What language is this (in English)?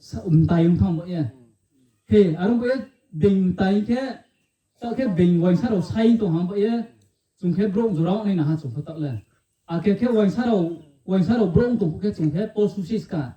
Riang (India)